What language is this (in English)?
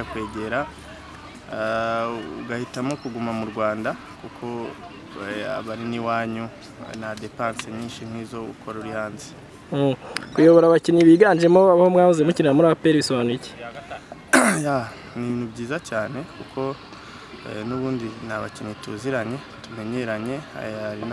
Kinyarwanda